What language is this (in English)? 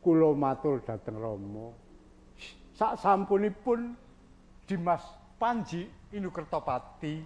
Javanese